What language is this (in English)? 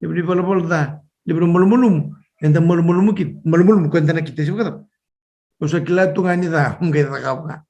Fijian